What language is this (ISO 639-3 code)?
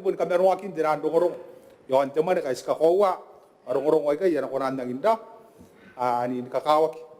gil